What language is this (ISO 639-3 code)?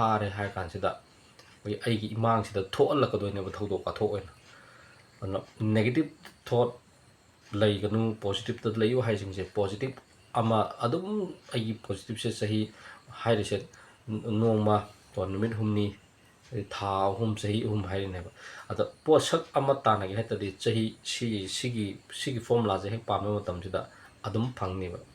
mni